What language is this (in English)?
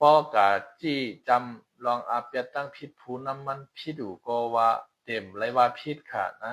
Shan